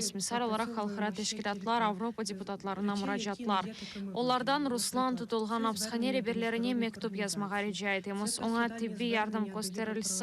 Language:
Crimean Tatar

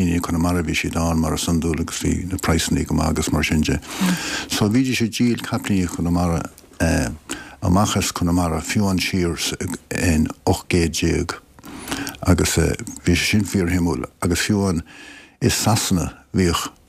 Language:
Irish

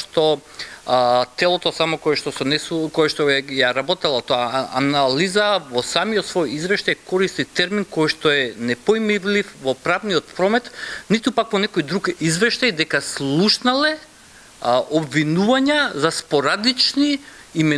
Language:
Macedonian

